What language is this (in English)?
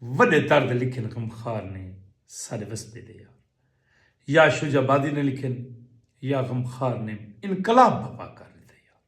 Saraiki